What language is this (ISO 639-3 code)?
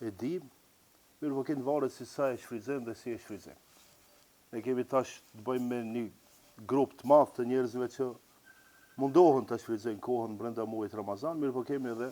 sqi